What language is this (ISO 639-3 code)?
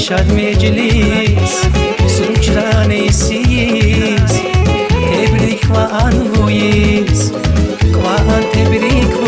tab